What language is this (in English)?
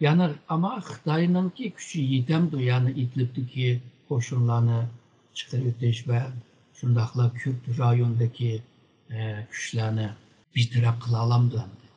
Uyghur